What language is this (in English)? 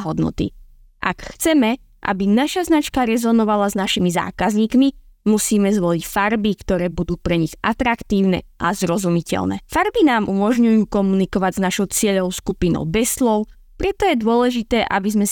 Slovak